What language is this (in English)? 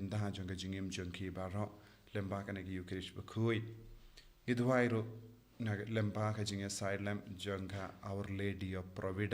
Khasi